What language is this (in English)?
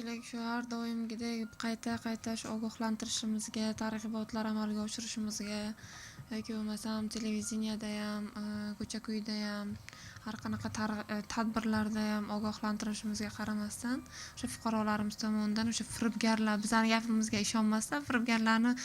Uzbek